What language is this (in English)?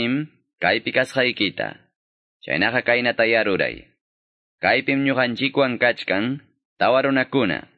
Ayacucho Quechua